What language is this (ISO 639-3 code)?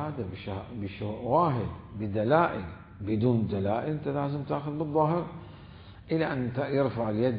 acm